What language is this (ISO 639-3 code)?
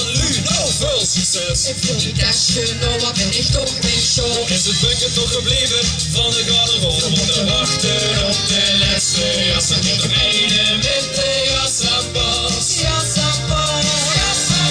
lim